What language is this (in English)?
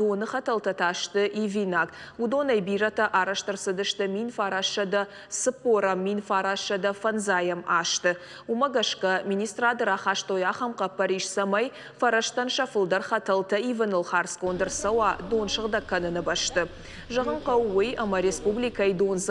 Ossetic